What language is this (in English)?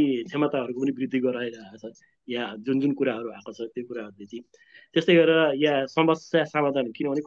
Nepali